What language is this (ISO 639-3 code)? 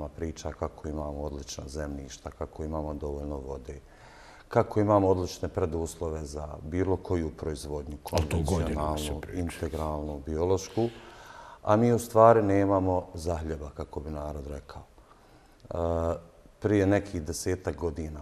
bos